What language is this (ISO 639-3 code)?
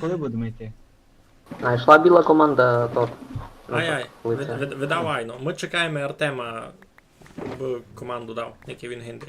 rue